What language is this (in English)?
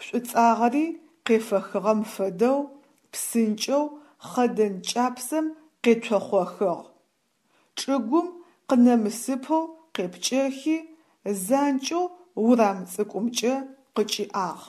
Adyghe